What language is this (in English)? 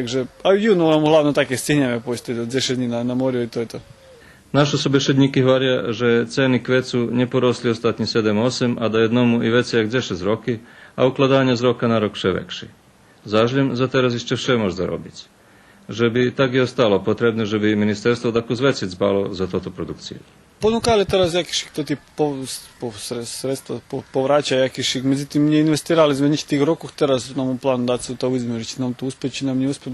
Rusyn